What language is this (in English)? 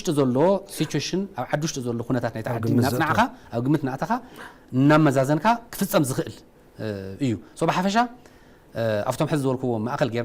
Tigrinya